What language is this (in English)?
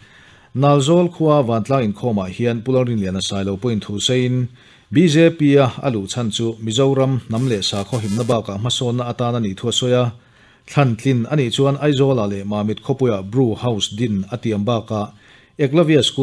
Mizo